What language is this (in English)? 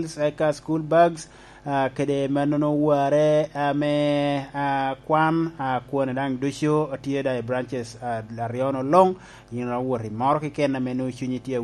Lango (Uganda)